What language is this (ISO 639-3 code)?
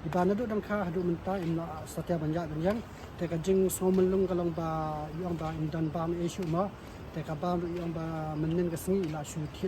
kha